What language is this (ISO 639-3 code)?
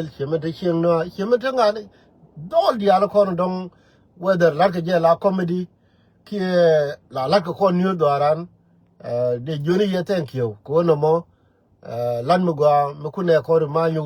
nus